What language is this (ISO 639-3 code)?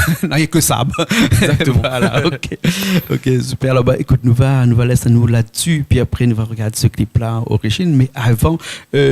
rcf